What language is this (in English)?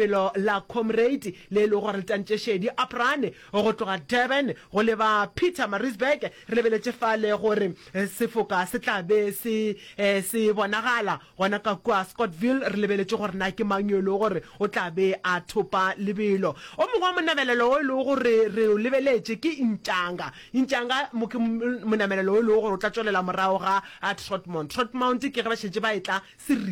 Northern Sotho